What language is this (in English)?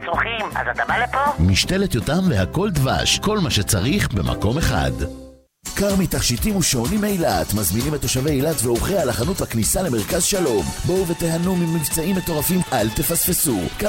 Hebrew